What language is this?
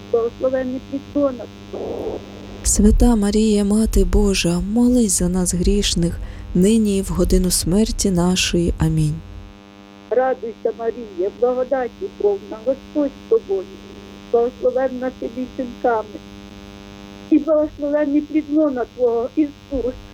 Ukrainian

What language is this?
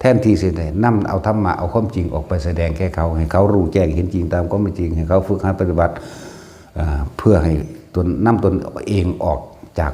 Northeastern Thai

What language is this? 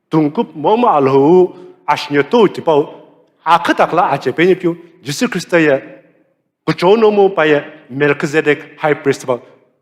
Sumi Naga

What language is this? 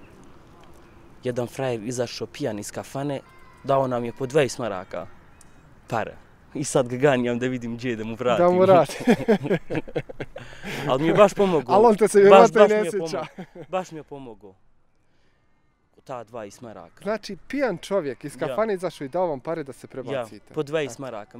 Bosnian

